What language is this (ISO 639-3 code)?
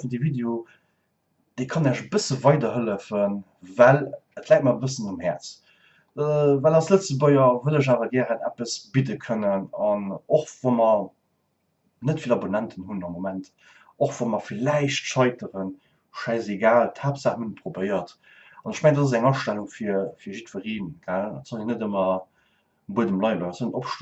ltz